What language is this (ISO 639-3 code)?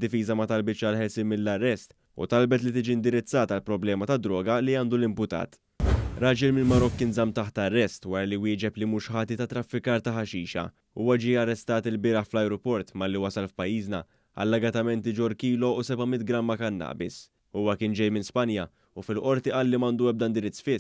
mlt